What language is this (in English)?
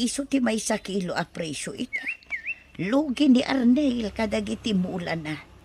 Iloko